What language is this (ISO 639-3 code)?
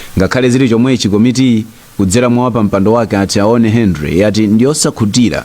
nya